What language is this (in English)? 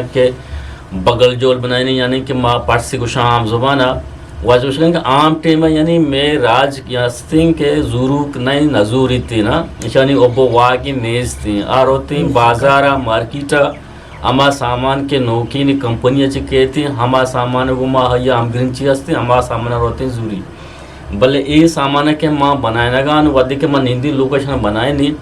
Eastern Balochi